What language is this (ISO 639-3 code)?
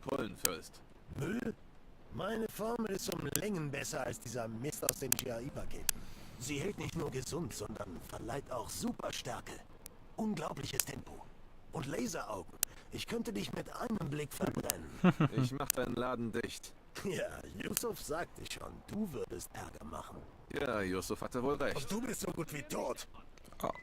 gsw